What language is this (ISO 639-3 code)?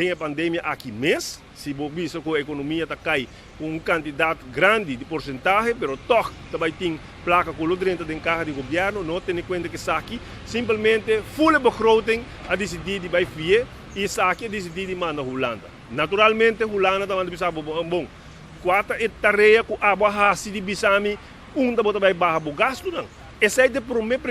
pap